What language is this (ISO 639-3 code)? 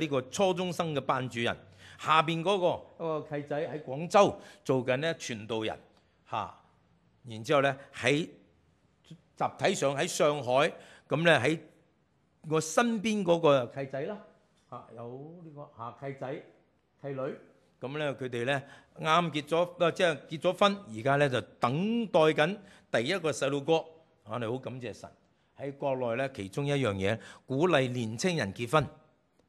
yue